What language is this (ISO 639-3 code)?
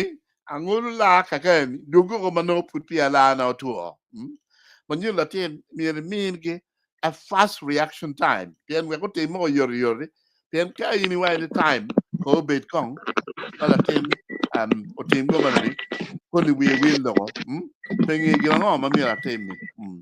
ach